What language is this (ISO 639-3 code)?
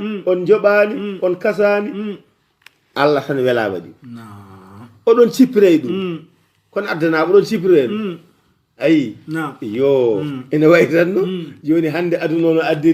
ful